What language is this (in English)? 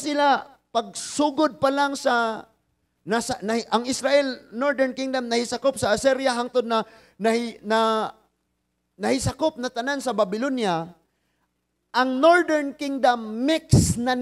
Cebuano